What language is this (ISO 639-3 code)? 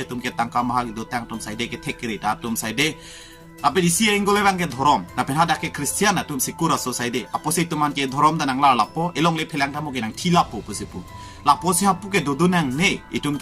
mjw